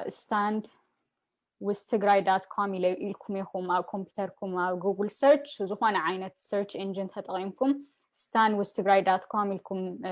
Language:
Tigrinya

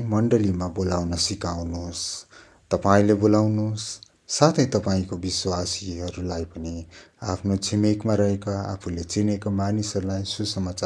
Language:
Nepali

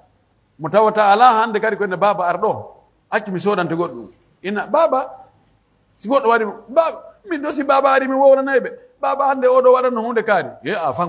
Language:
Pular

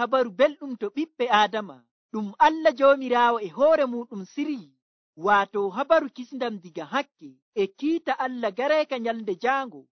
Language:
Nigerian Fulfulde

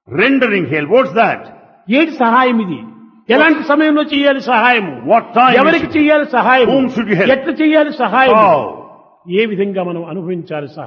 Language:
Telugu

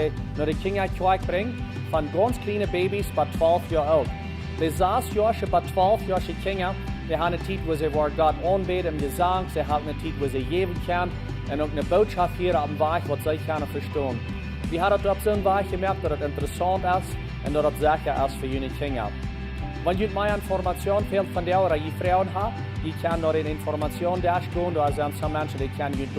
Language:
Plautdietsch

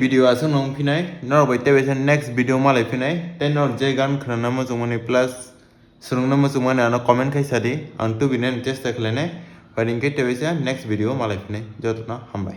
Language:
Kok Borok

